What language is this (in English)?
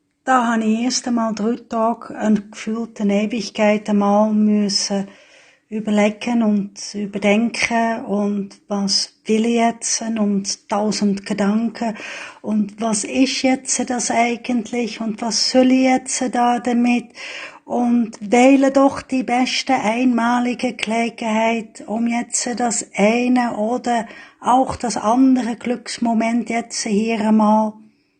Swiss German